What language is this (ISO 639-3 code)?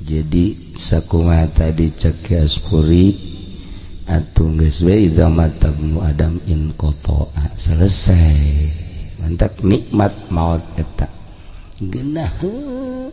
sun